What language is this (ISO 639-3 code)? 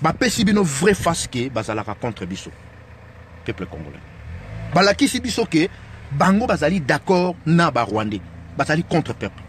lin